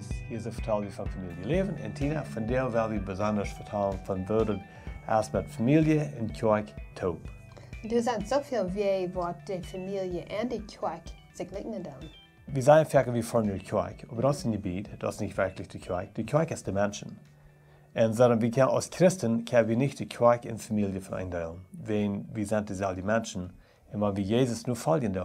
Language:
Plautdietsch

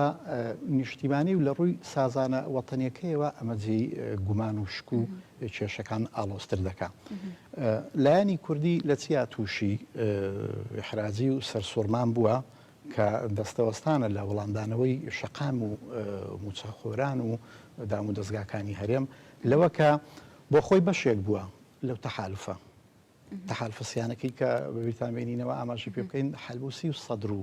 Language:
Central Kurdish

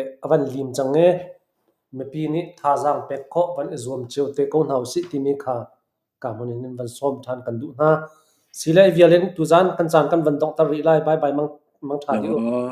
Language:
Hakha Chin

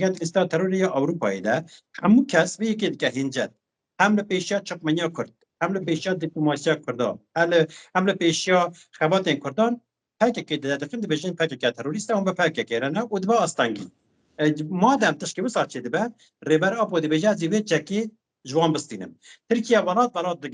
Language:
Kurdish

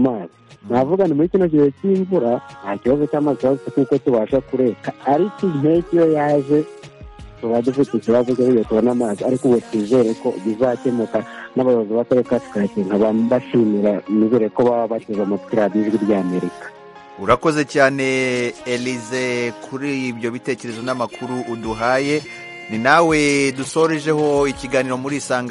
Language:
Kinyarwanda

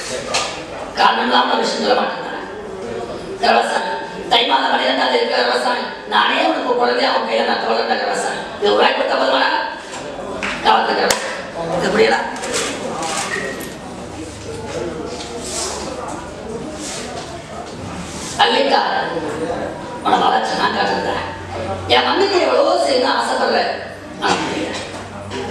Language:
Tamil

